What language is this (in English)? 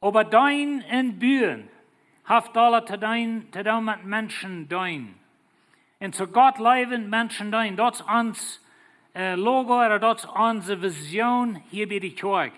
Plautdietsch